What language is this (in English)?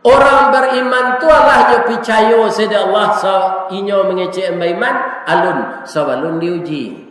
Minangkabau